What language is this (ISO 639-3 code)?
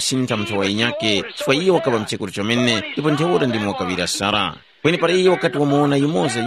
tum